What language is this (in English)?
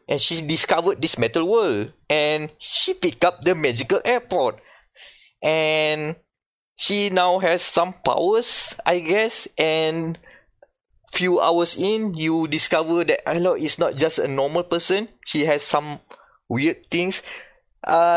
English